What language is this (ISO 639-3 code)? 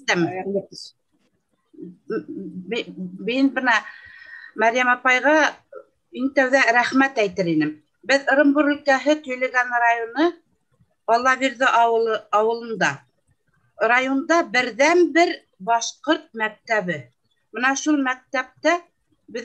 bak